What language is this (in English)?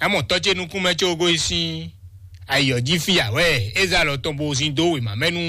Fon